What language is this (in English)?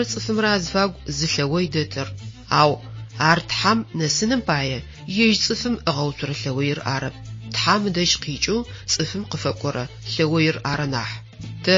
Adyghe